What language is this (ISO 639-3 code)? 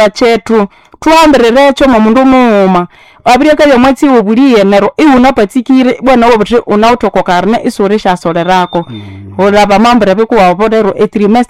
nnb